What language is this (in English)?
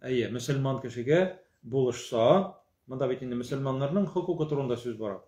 Tatar